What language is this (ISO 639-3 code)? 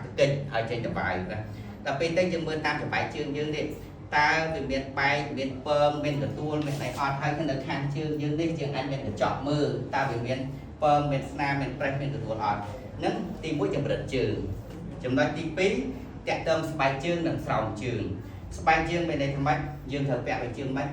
khm